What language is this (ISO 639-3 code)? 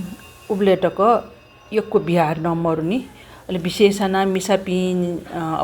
new